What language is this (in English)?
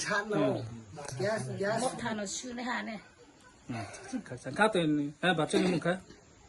Riang (India)